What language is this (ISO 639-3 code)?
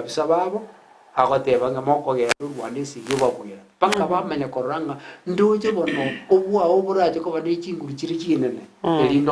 guz